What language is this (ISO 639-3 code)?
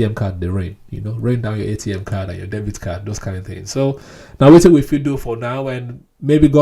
pcm